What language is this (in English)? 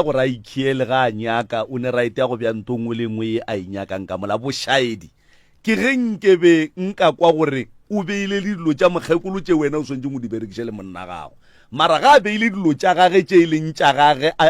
Northern Sotho